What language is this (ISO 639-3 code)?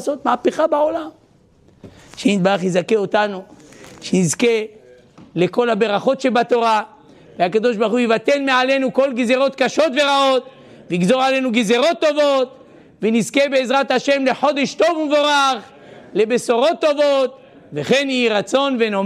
heb